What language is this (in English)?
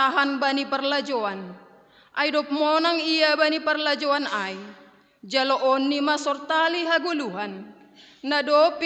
Batak Simalungun